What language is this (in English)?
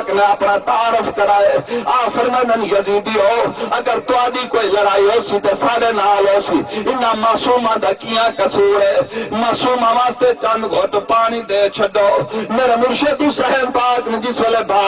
Saraiki